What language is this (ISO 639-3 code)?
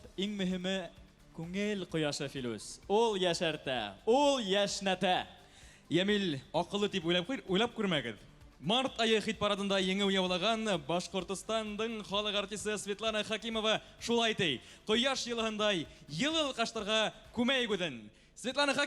bak